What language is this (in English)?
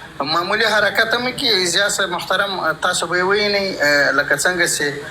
Pashto